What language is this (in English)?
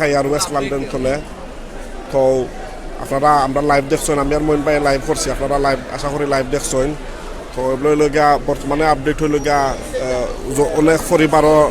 Sylheti